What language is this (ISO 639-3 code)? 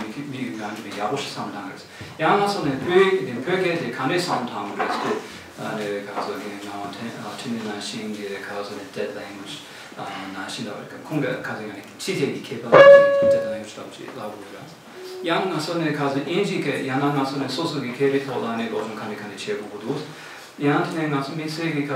bod